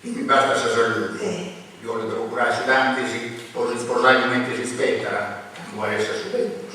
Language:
Sardinian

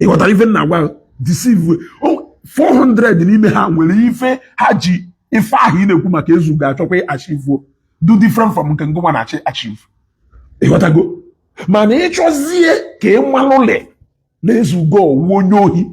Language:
Igbo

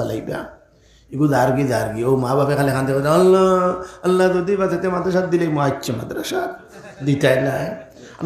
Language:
Sylheti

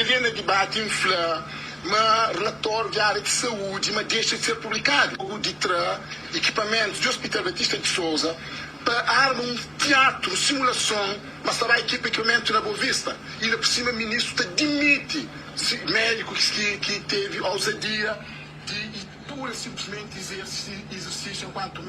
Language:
Kabuverdianu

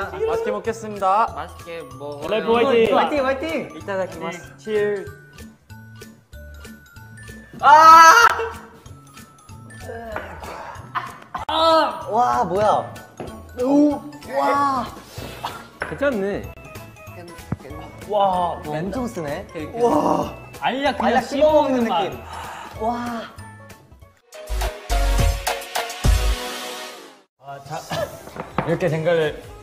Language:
Korean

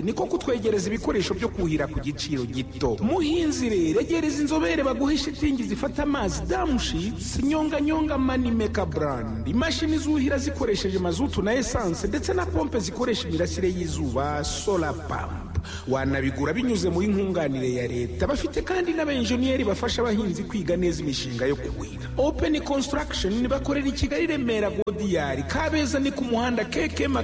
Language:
Kinyarwanda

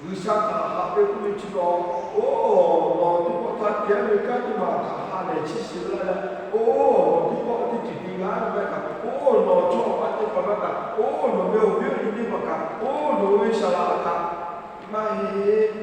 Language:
Lahu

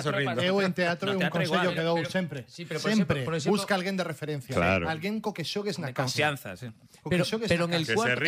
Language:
Galician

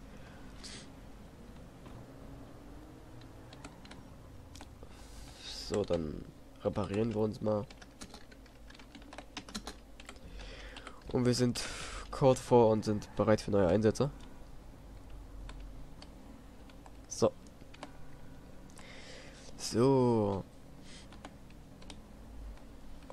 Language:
German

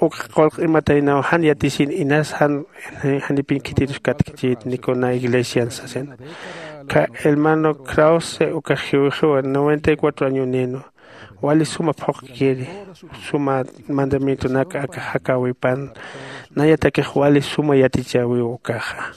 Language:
Aymara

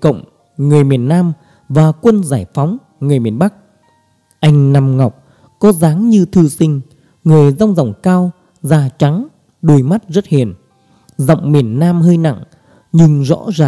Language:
Vietnamese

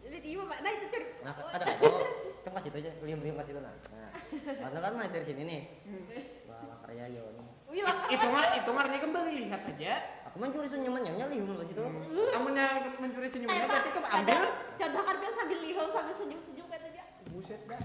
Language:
Banjar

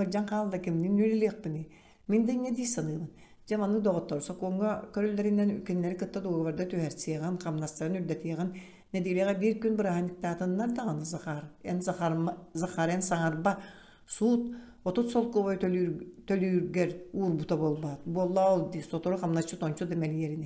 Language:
Yakut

